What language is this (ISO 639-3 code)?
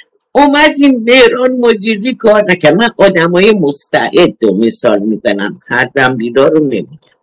fas